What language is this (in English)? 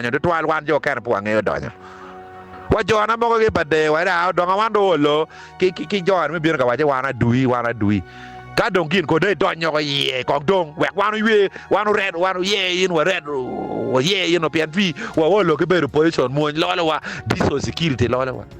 Acoli